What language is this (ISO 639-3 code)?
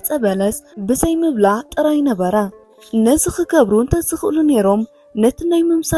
tir